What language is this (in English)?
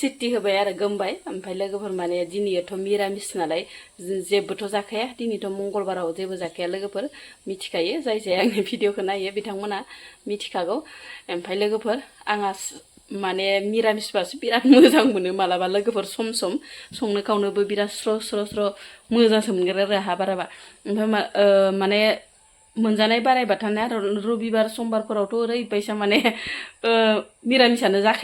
Bodo